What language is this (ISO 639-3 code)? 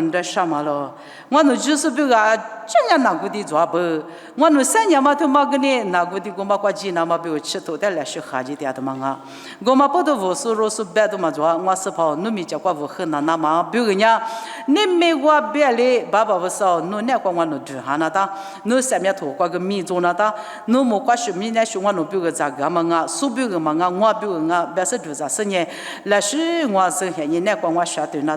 lis